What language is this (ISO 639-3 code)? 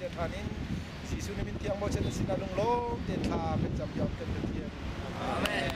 cnh